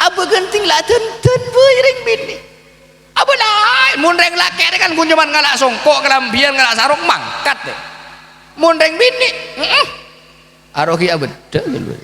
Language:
Madurese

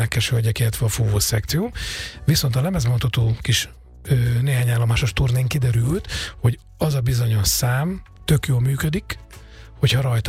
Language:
Hungarian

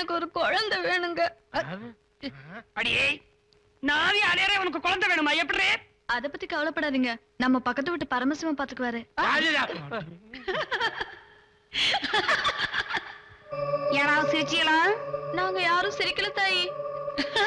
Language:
Tamil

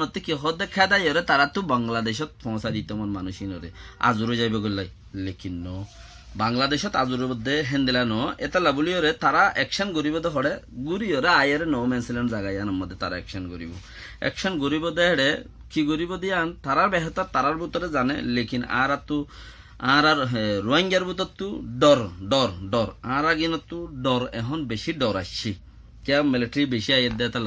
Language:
Rohingya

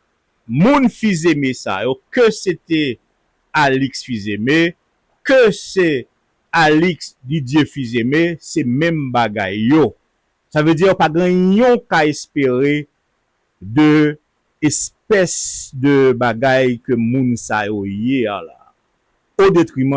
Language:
Haitian Creole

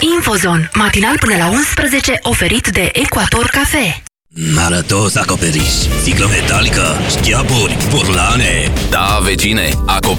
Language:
Romanian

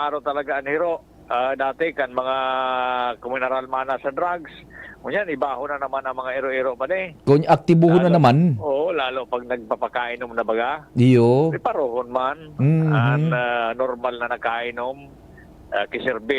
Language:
Bikol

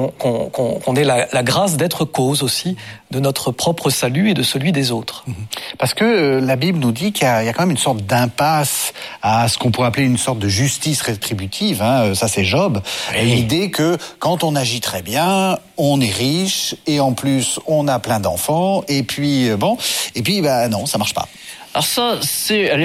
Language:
French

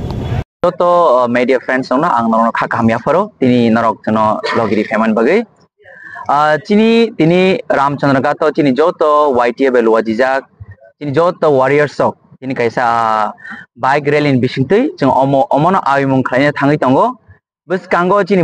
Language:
Kok Borok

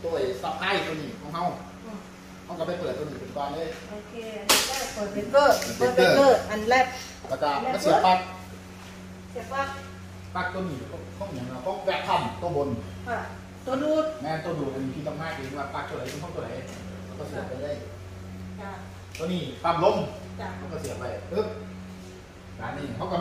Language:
Thai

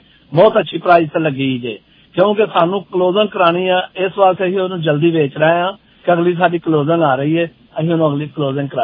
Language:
Punjabi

